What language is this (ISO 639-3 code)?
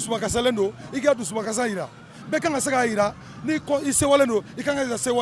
bam